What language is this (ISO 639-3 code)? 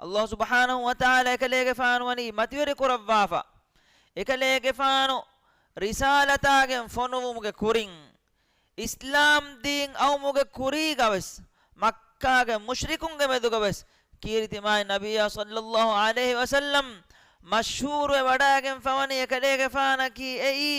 div